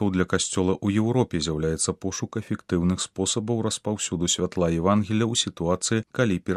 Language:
Belarusian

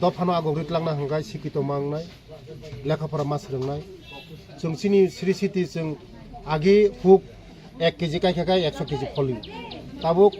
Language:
Kok Borok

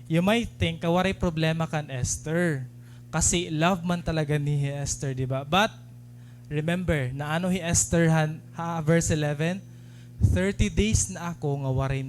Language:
Waray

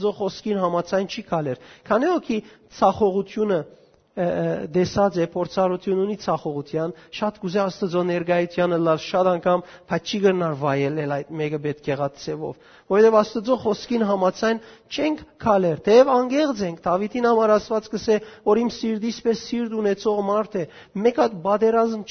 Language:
Western Armenian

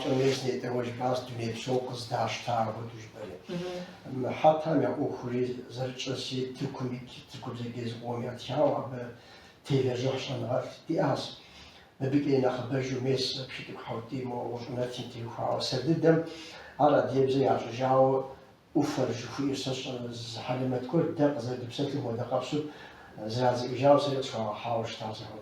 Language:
Kabardian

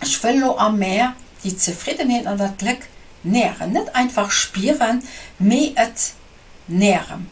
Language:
Luxembourgish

